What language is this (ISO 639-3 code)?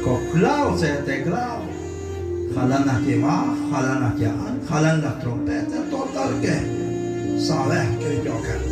kek